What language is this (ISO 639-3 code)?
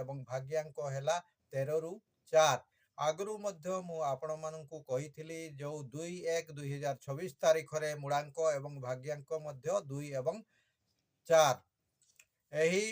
ori